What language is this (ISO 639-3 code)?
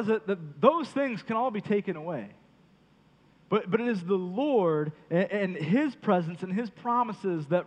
eng